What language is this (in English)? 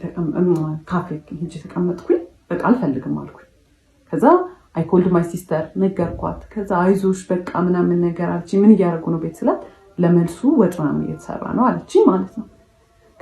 Amharic